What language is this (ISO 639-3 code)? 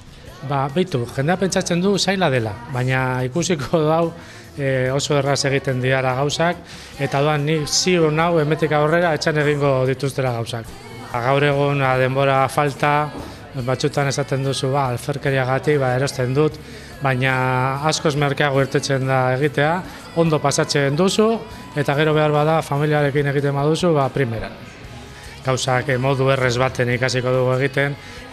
eus